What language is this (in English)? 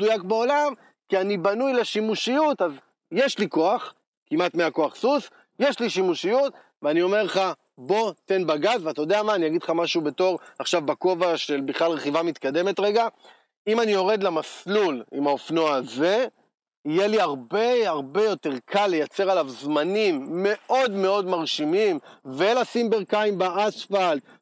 Hebrew